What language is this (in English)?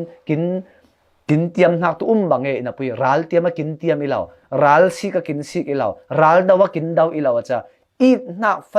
Falam Chin